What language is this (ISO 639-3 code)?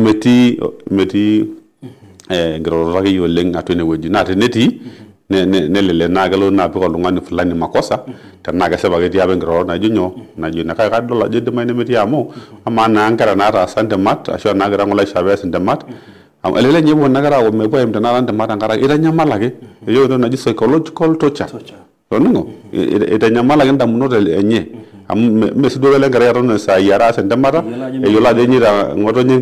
mas